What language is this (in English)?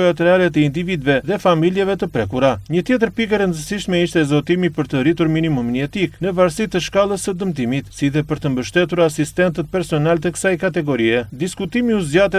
Albanian